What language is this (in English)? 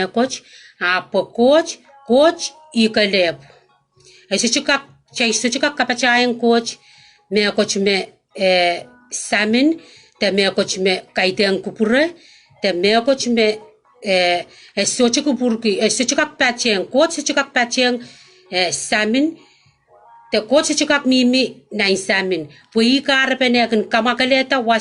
Pohnpeian